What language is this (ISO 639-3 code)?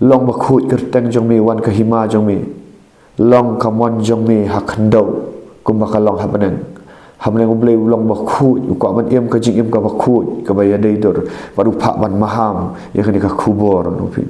kha